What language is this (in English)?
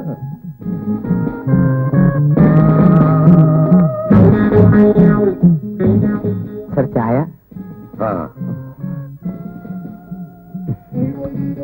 Malayalam